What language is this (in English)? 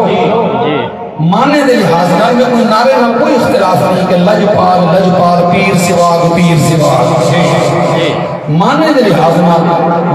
Saraiki